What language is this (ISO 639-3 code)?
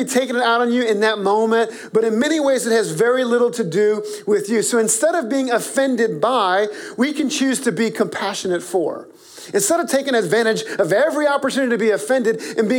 eng